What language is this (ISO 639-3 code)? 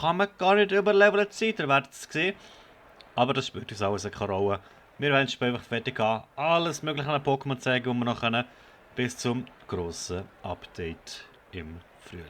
gsw